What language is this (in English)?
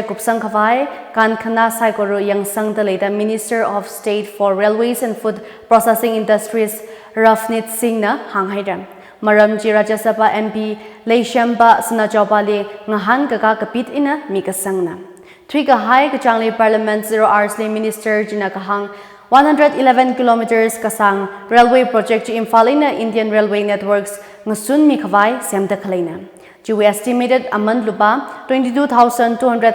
Tangkhul Naga (India)